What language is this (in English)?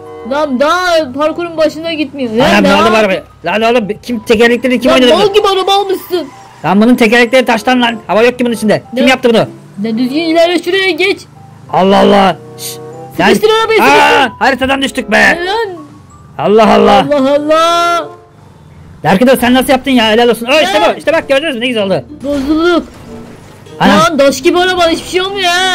Turkish